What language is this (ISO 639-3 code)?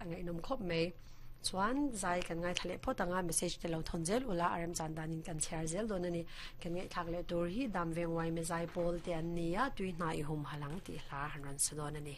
lus